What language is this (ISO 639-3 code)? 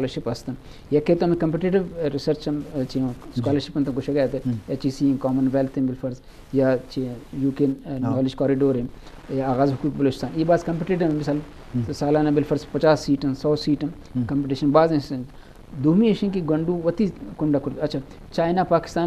bgp